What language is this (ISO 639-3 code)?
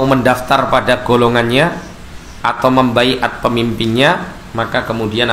ind